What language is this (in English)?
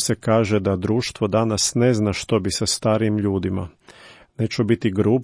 Croatian